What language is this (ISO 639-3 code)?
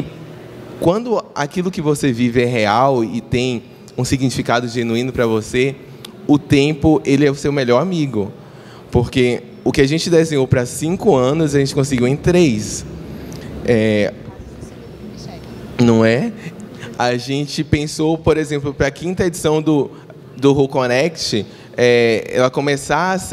por